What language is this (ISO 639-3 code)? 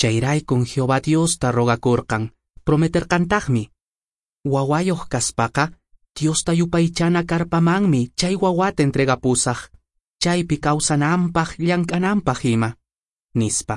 que